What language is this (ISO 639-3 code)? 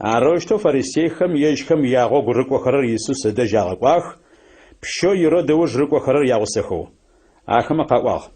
ady